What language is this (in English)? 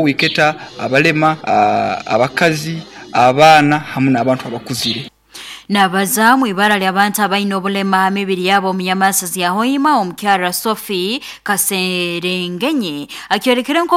Nyoro